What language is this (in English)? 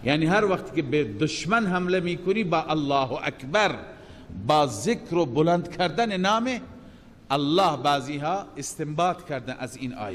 Persian